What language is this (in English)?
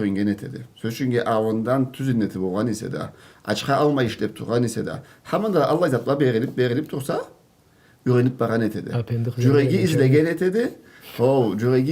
Karachay-Balkar